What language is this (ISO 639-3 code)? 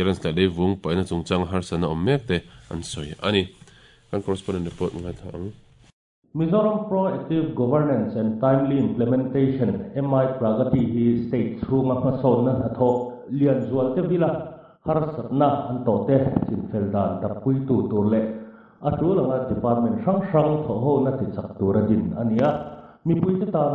lus